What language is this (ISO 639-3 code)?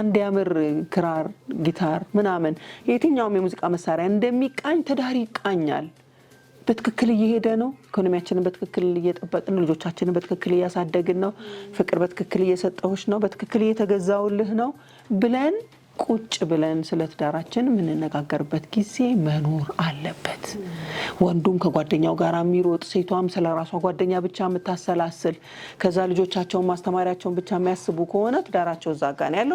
amh